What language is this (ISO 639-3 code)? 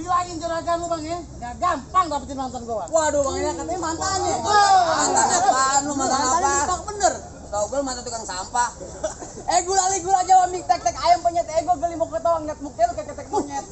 bew